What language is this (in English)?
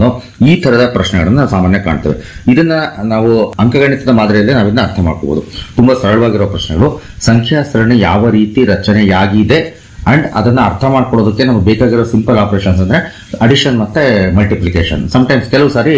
Kannada